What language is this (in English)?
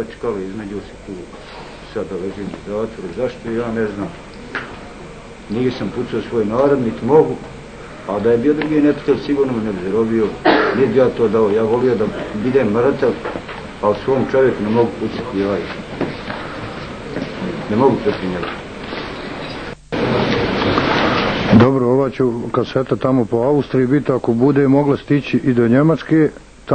Bosnian